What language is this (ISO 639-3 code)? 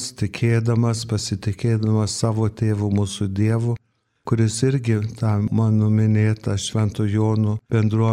lit